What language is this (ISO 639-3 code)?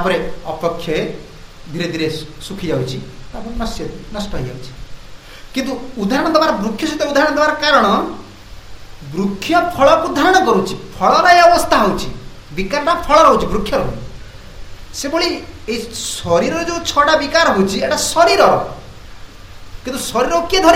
ori